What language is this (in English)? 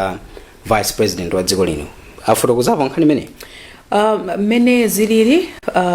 Nyanja